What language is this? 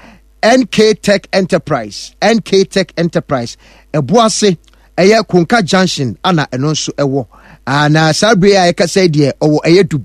Akan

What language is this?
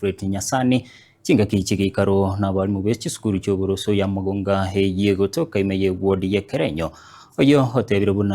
Gusii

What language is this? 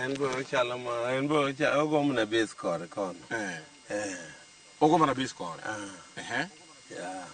Luo (Kenya and Tanzania)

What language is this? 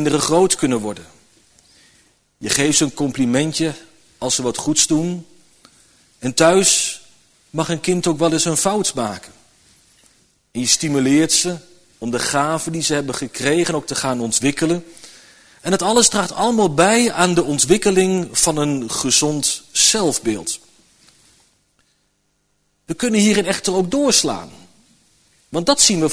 Dutch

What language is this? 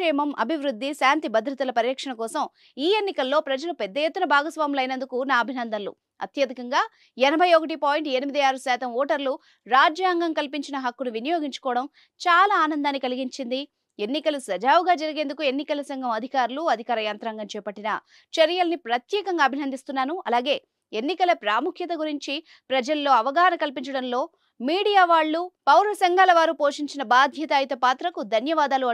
Telugu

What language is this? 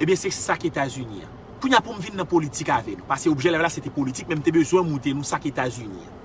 Haitian Creole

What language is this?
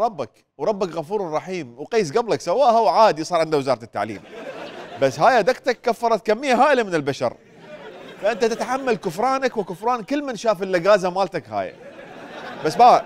Mesopotamian Arabic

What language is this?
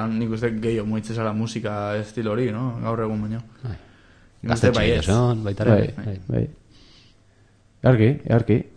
Basque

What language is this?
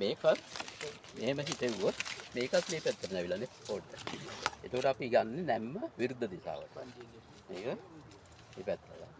Sinhala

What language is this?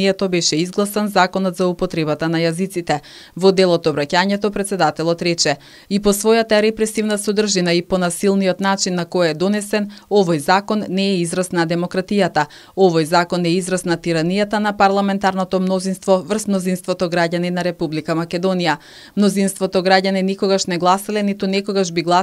Macedonian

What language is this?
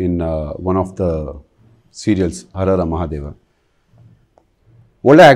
Kannada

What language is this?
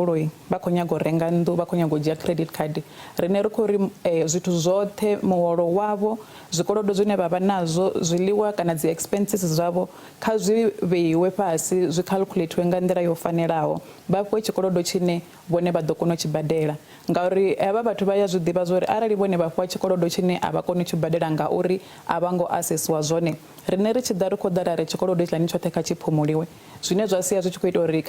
Venda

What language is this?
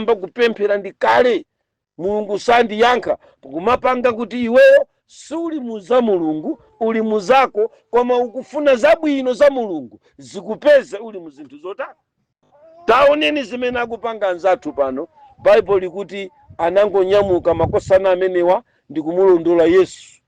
Nyanja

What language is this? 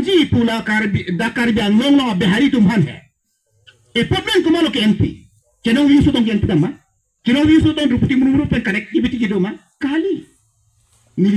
Karbi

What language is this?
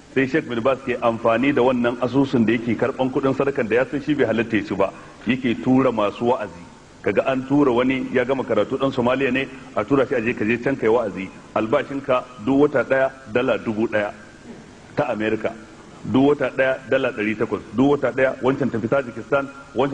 Hausa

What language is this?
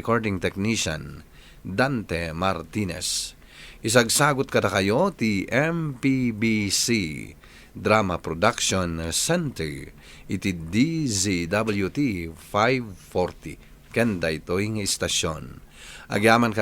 Iloko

